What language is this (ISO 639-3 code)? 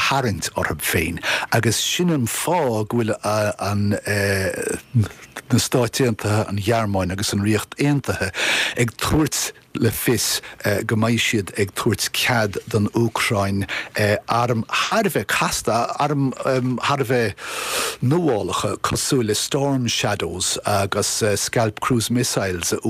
gle